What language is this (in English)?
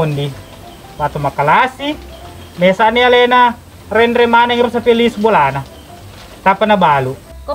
Buginese